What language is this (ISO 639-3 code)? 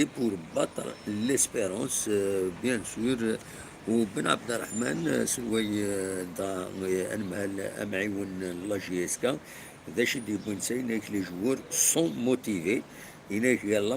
kab